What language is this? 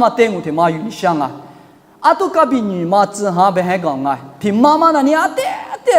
Lisu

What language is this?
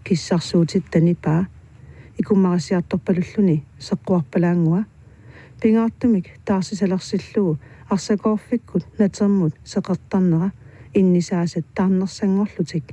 Kalaallisut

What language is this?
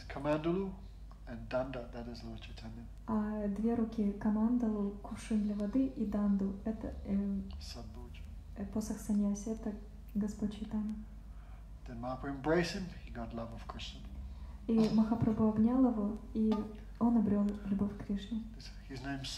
Russian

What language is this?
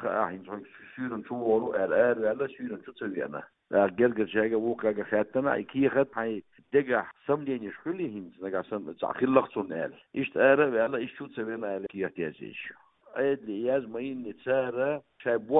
Chechen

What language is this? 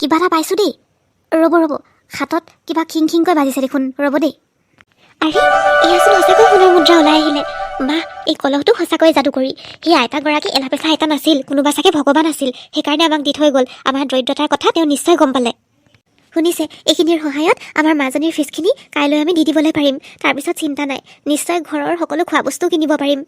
Assamese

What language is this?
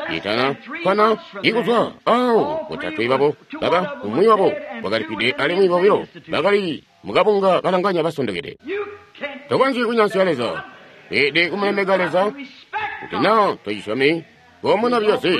Tonga (Zambia)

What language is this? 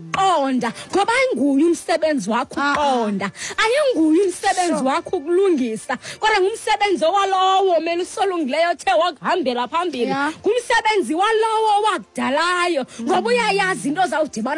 Xhosa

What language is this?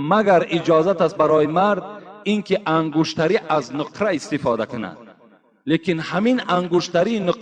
Tajik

